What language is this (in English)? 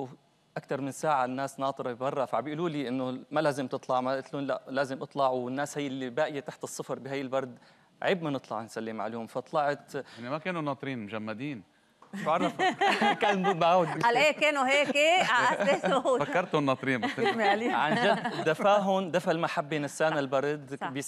North Levantine Arabic